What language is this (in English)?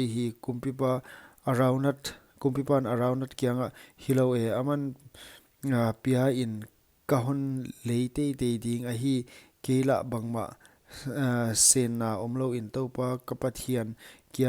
Paite Chin